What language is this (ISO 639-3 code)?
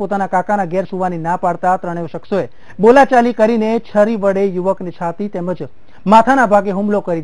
guj